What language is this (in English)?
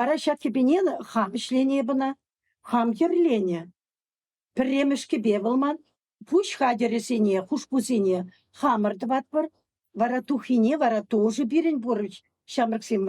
Chuvash